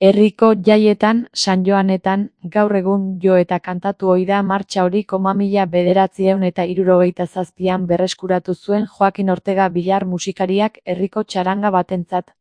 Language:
Basque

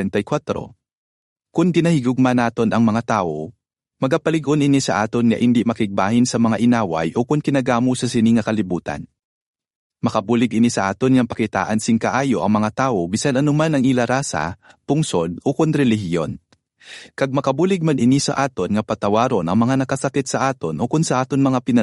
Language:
Hiligaynon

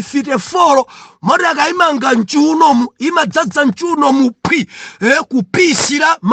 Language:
Nyanja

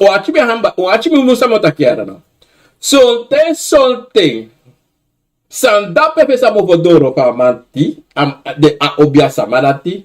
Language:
Sranan Tongo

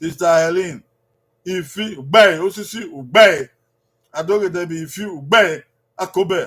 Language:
Bini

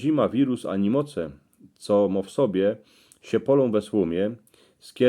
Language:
Silesian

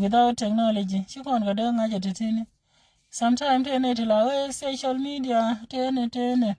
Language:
Nuer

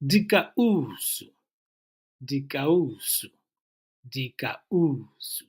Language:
Tswana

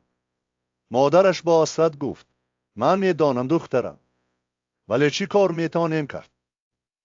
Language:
Tajik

